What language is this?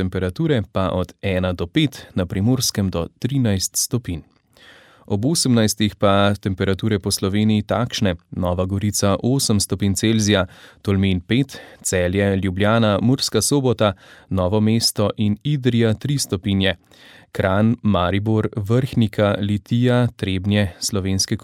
Slovenian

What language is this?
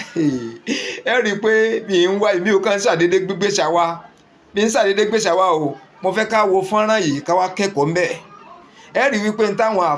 Yoruba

